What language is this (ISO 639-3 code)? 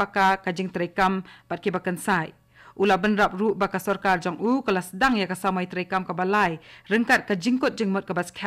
kha